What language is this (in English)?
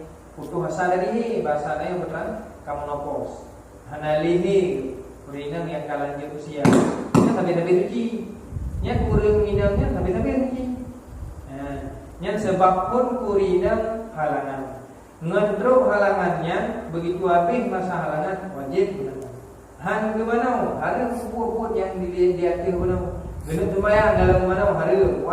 Achinese